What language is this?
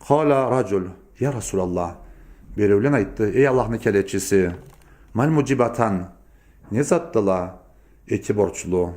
Karachay-Balkar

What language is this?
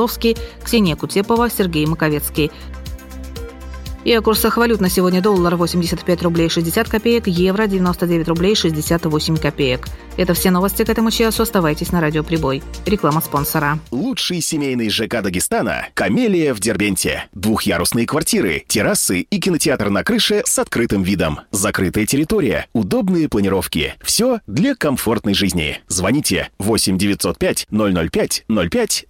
Russian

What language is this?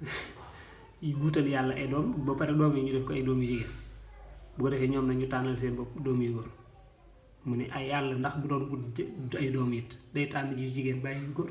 Wolof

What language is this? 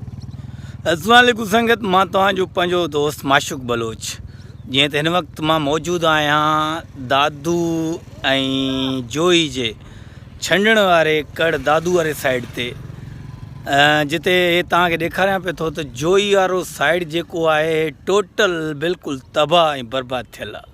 Sindhi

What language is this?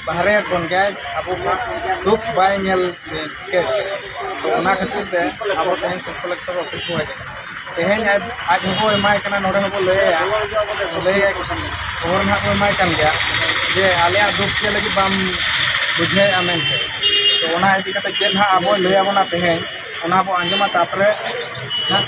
Santali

